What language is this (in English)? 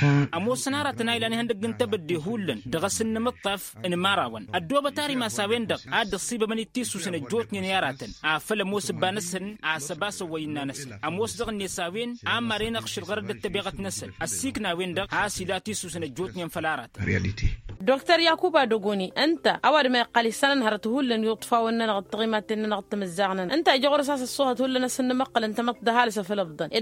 Tamasheq